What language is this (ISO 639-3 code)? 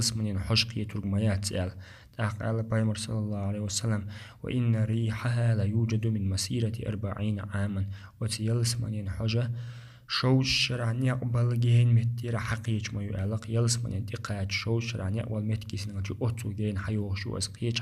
che